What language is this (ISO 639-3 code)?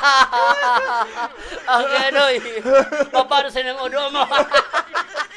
bik